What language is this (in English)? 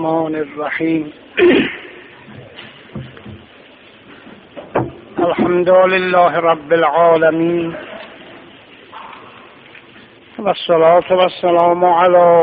Persian